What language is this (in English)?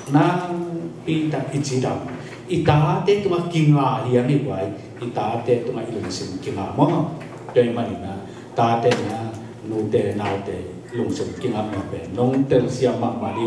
Tedim Chin